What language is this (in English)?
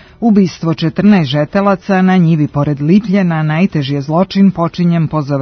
Serbian